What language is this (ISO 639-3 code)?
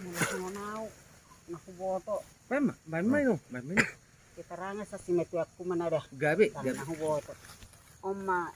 bbc